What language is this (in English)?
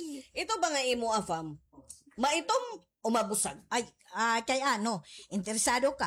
Waray